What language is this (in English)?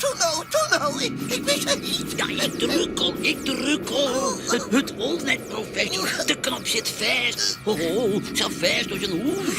Western Frisian